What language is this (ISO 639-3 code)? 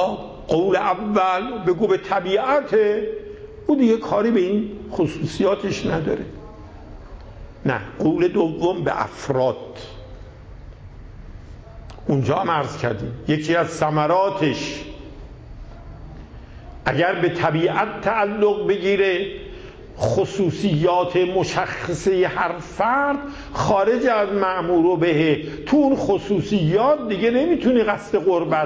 fas